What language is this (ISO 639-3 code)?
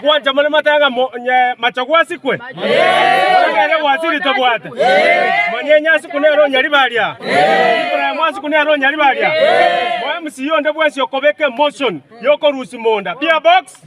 guz